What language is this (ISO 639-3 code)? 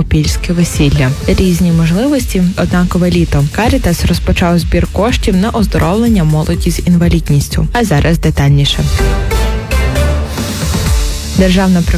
ukr